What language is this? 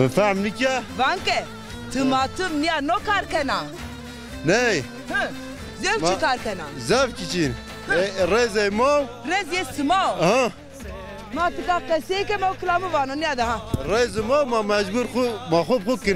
Zaza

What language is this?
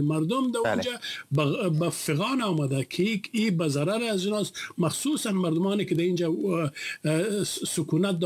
Persian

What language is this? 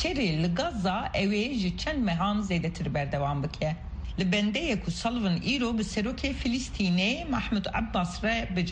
Kurdish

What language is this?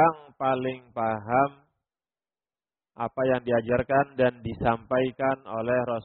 Indonesian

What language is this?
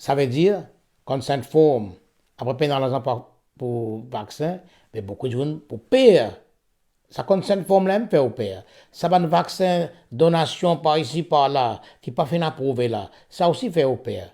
Morisyen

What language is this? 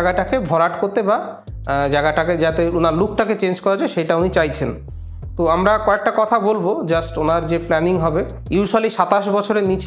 Bangla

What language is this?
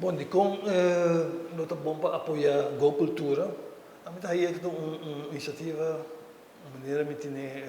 Papiamento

